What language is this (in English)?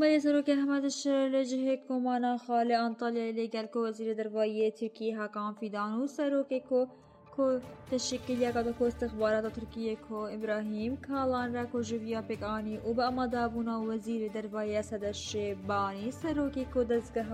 Kurdish